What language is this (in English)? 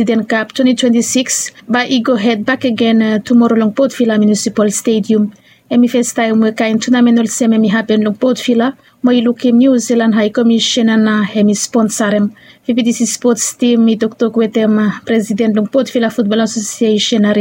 Bislama